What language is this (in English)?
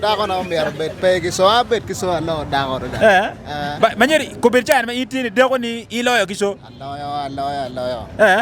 Acoli